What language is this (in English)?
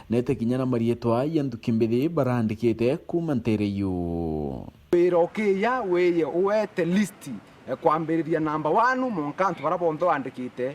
Meru